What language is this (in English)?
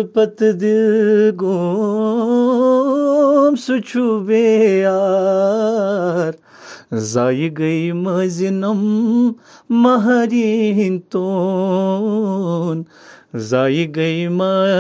Kashmiri